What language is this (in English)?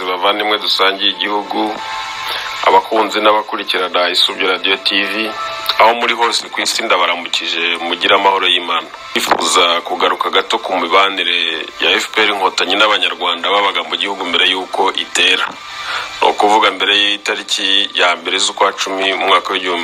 Kinyarwanda